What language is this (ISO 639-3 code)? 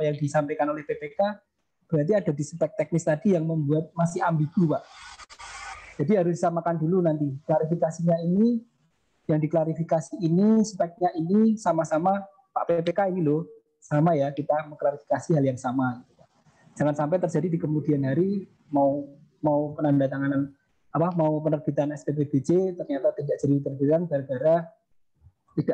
ind